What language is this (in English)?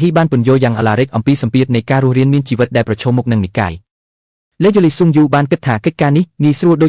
Khmer